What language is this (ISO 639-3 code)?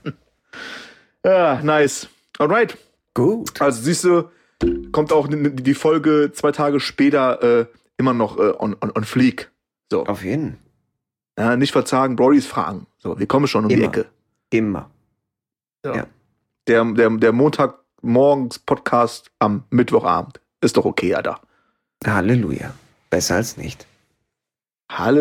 deu